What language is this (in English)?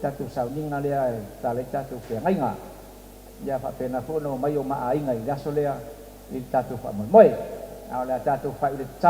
Samoan